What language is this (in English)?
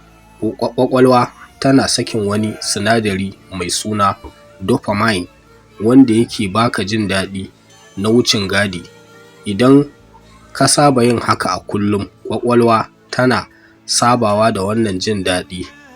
Hausa